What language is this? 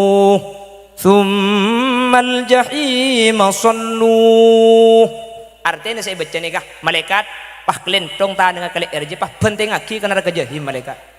Madurese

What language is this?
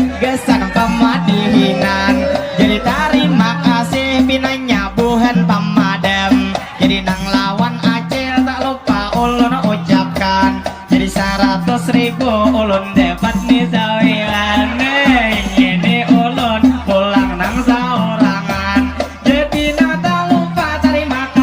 Banjar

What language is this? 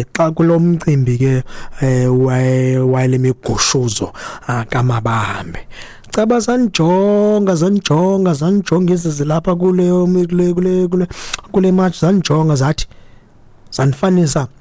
Xhosa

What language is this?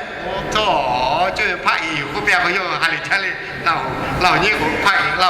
Lahu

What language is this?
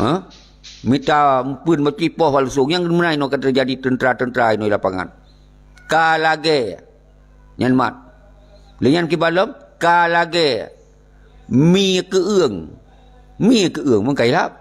Achinese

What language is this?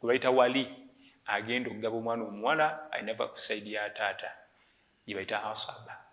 Ganda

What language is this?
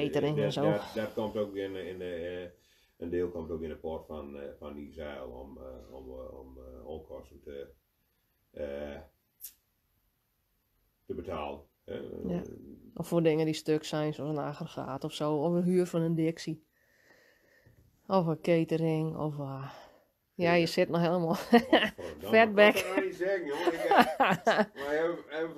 Dutch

